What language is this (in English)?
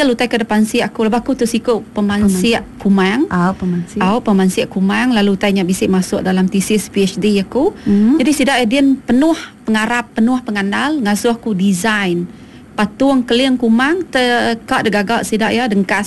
Iban